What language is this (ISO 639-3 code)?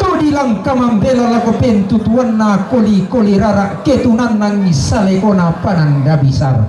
sda